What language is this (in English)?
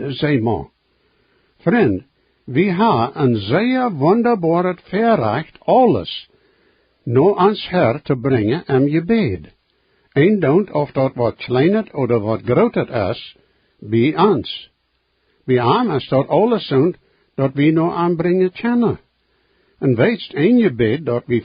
Plautdietsch